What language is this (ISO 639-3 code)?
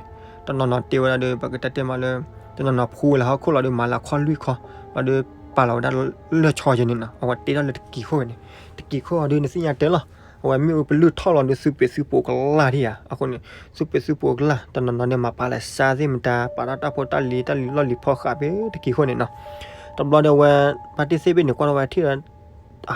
ksw